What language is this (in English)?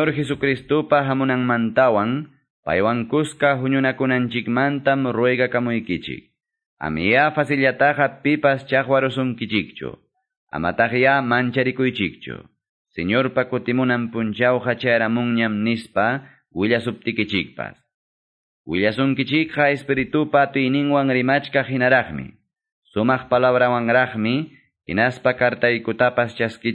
Quechua